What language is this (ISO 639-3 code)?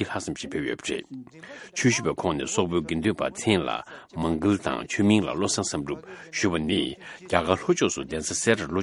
bod